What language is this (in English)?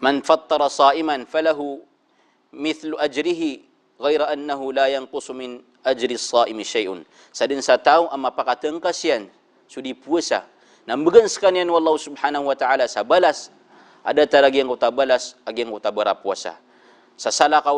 Maranao